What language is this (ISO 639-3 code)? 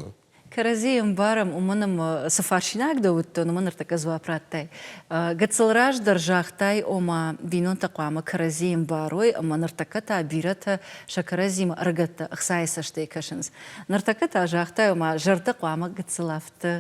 oss